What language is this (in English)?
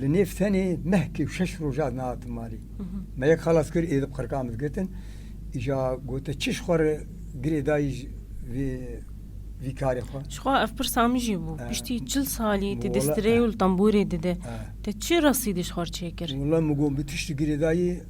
Kurdish